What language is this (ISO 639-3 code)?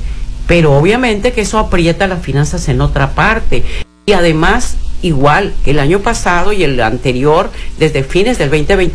spa